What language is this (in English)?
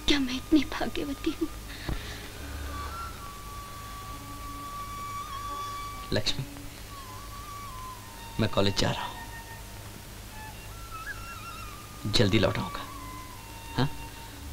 Hindi